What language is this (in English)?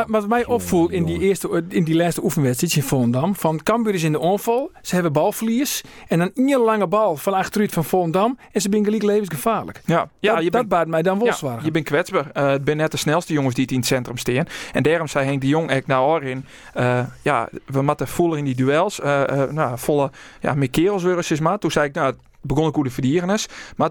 Western Frisian